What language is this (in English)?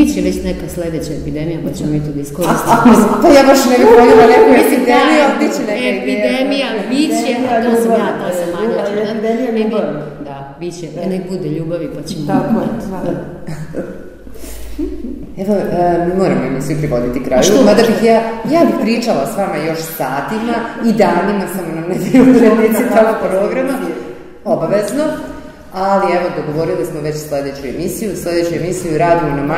Serbian